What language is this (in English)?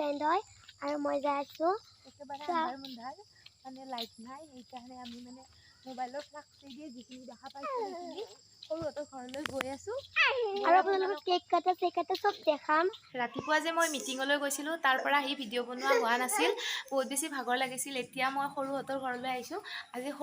Assamese